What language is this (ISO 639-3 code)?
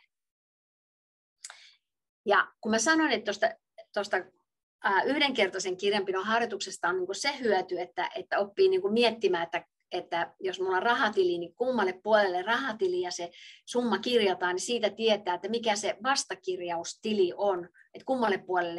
fin